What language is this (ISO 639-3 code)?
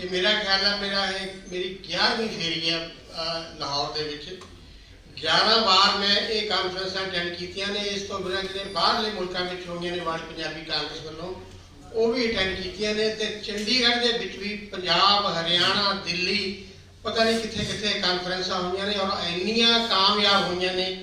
lah